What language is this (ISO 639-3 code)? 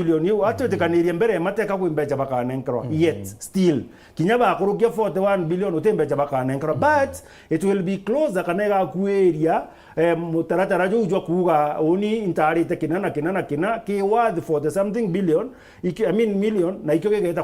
mer